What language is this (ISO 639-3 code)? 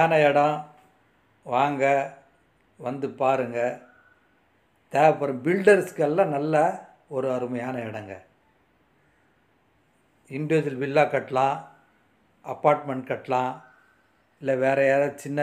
tam